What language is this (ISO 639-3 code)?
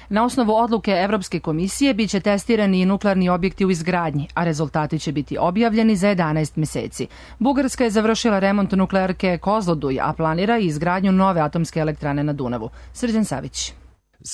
srp